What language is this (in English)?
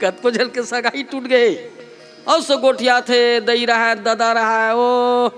Chhattisgarhi